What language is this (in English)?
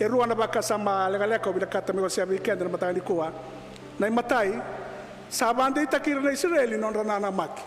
Fijian